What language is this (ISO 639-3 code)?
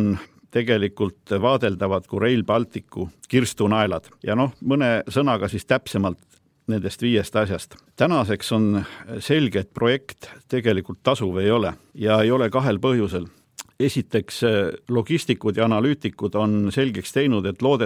est